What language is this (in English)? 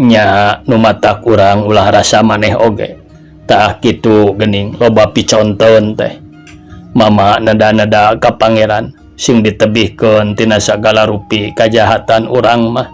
Sundanese